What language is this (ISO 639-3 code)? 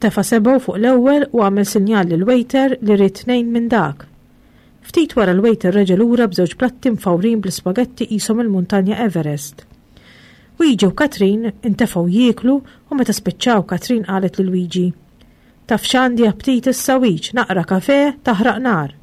mlt